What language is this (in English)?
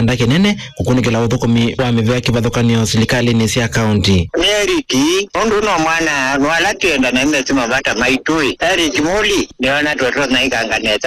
Kamba